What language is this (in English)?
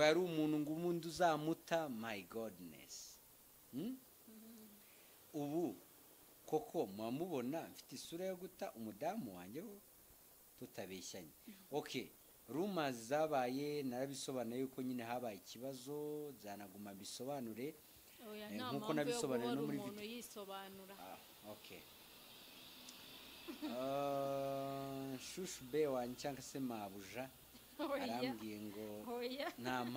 Kinyarwanda